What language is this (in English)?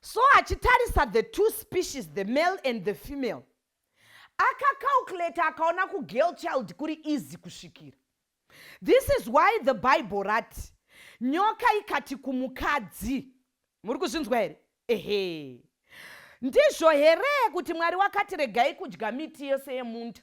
Shona